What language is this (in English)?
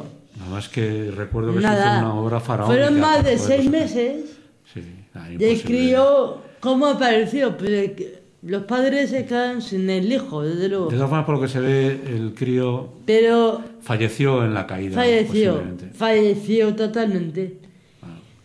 Spanish